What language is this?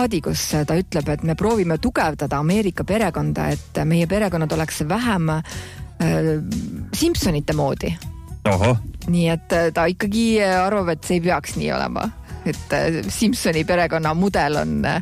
Estonian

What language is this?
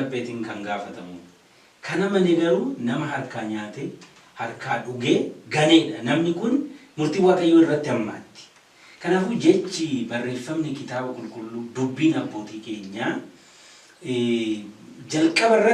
Oromo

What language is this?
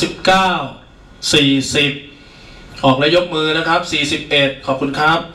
Thai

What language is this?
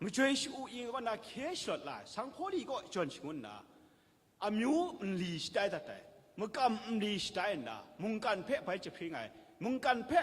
Kachin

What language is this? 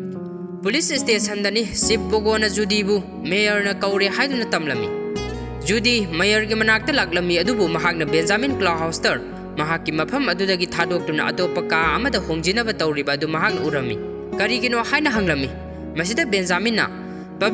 Manipuri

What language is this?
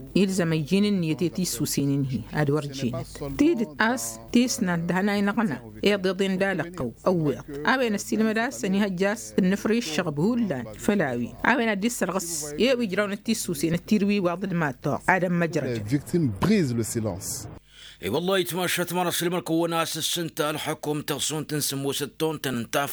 Tamasheq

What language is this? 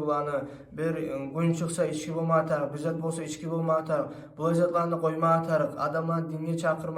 Kumyk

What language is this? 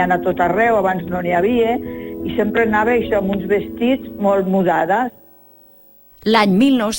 Catalan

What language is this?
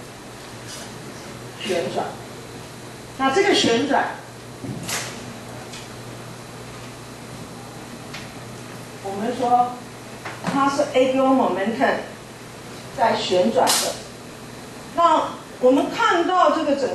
Chinese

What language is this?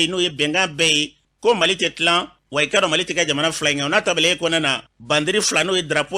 Bambara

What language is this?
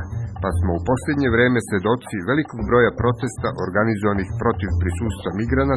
Serbian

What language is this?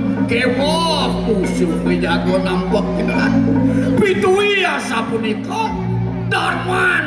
Balinese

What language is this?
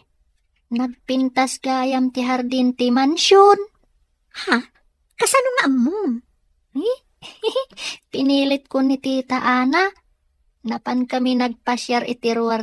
Iloko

